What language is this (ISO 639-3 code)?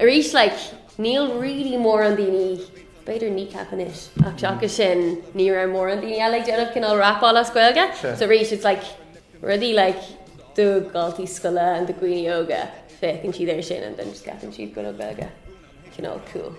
gle